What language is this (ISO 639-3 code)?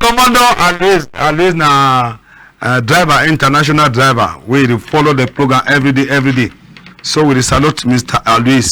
wes